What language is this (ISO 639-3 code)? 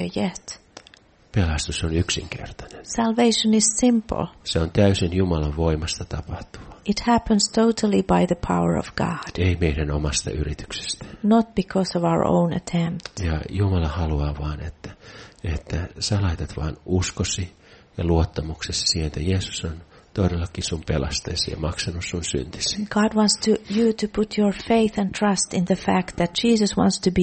fin